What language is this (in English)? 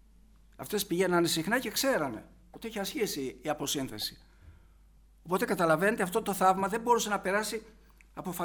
Greek